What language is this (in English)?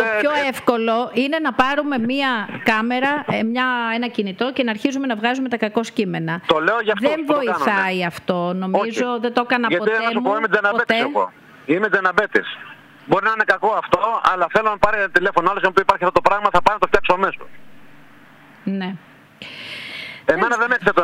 Greek